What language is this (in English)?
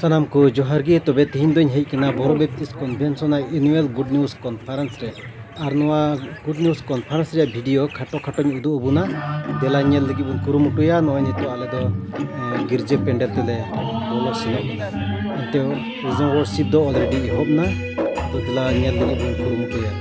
Santali